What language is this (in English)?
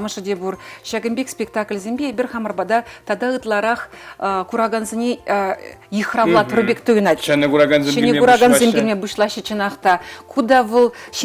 Chuvash